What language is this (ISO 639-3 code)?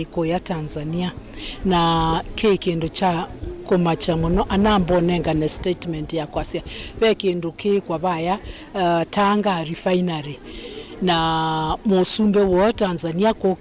kam